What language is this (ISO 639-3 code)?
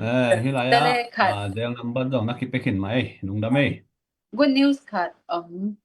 ctd